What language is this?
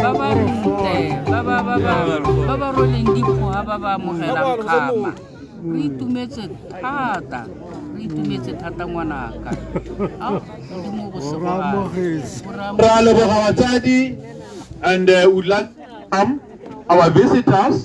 Tswana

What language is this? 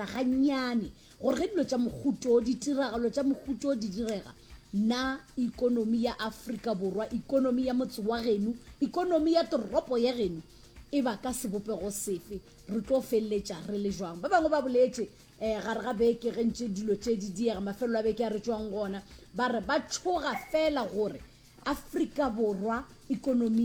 Northern Sotho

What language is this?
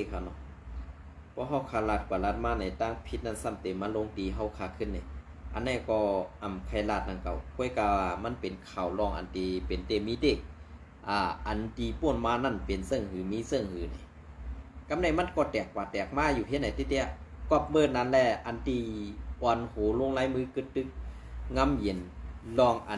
Shan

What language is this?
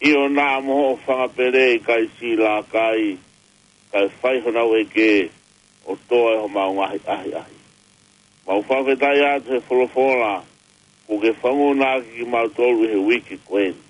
Tongan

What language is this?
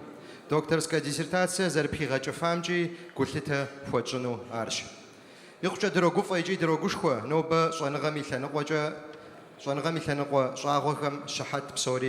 Kabardian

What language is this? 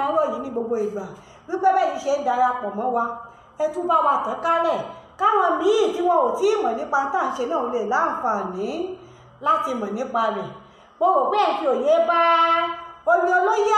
Yoruba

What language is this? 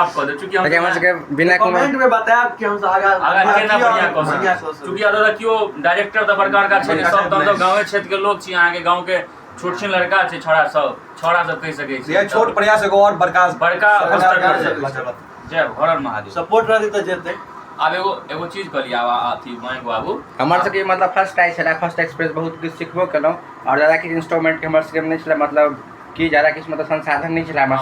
Maithili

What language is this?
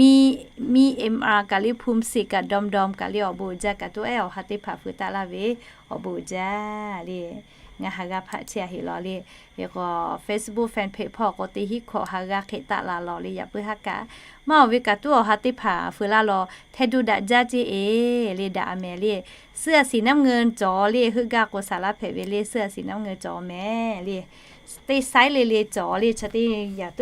Lahu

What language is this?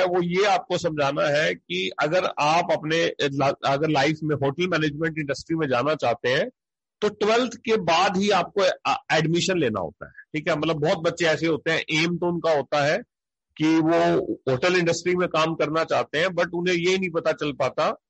Hindi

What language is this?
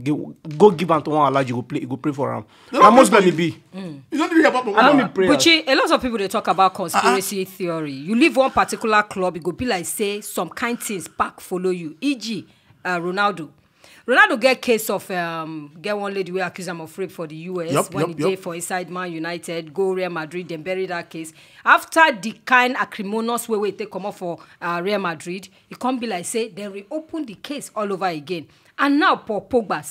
Nigerian Pidgin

